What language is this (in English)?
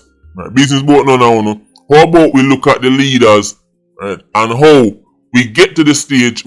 Jamaican Creole English